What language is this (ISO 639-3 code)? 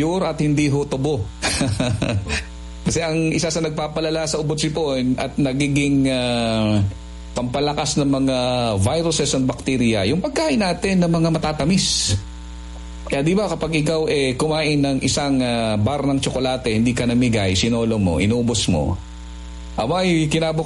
fil